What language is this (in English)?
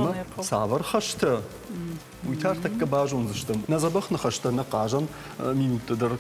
Ossetic